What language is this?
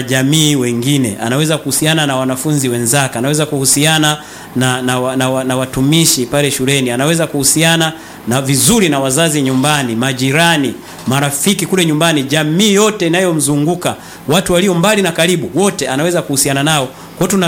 Swahili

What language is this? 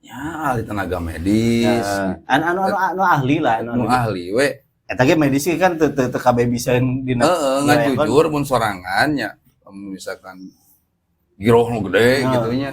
Sundanese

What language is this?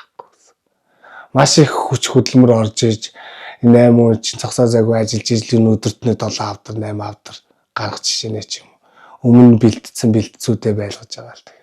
Mongolian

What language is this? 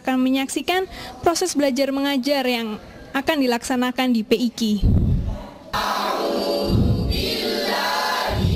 Indonesian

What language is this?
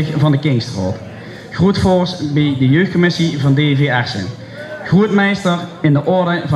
Limburgish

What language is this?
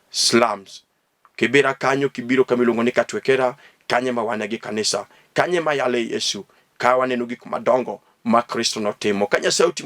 Luo (Kenya and Tanzania)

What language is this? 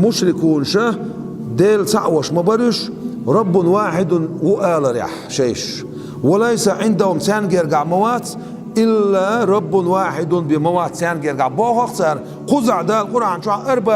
Chechen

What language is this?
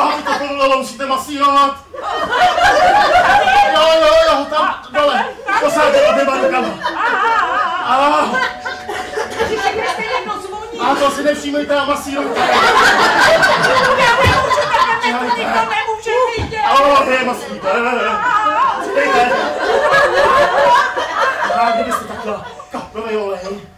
Czech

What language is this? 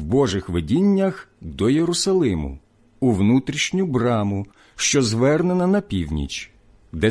Ukrainian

